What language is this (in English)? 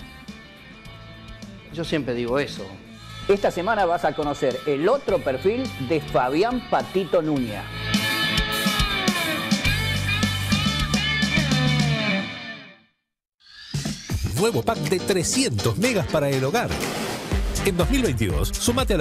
Spanish